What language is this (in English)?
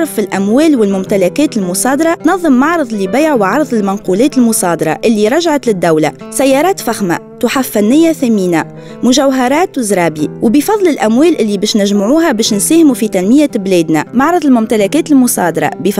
Tunisian Arabic